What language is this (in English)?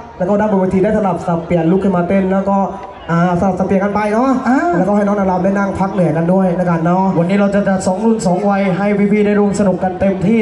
Thai